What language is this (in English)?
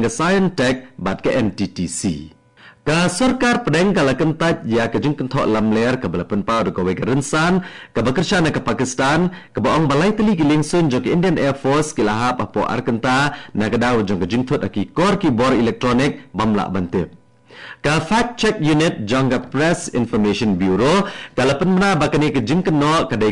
Khasi